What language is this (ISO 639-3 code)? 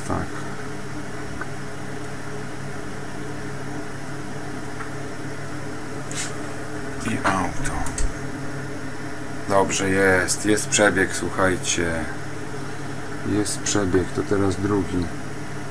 pol